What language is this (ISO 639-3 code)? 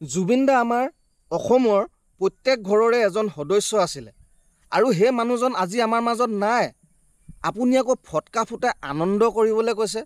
asm